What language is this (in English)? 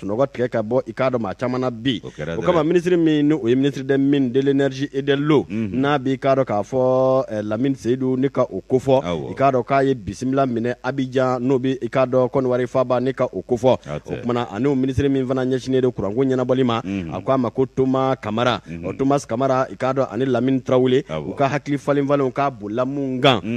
Bambara